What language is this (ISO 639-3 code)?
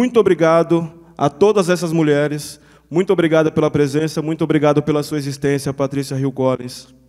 por